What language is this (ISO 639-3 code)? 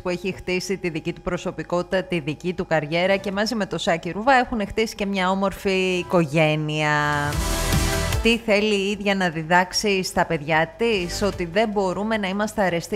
ell